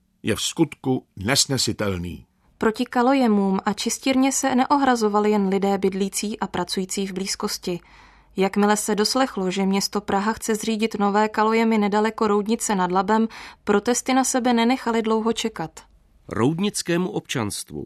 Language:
Czech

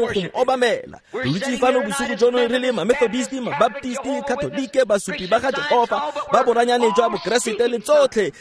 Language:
Tswana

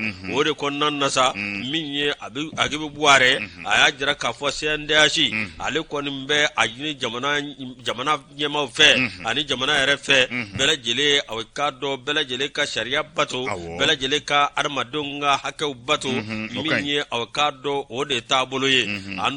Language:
Bambara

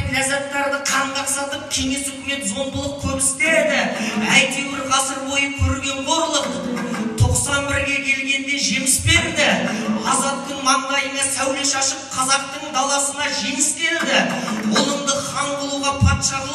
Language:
Kazakh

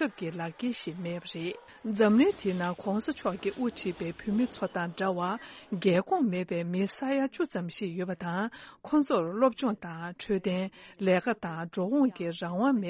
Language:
Tibetan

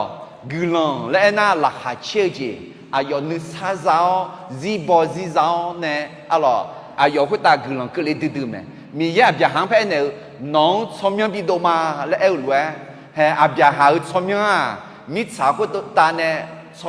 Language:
Akha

